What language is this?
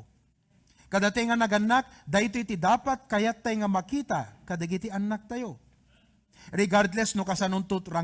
Iloko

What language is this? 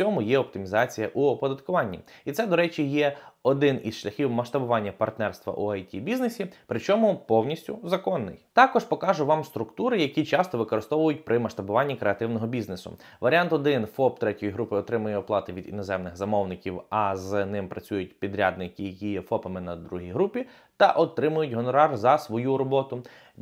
Ukrainian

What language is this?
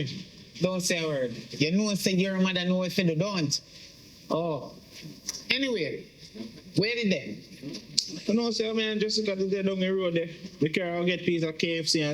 Jamaican Creole English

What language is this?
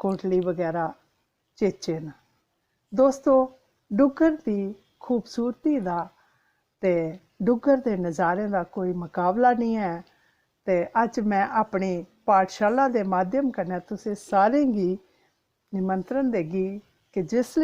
Dogri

